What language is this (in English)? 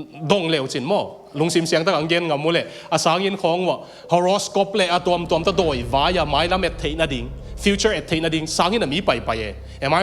Tedim Chin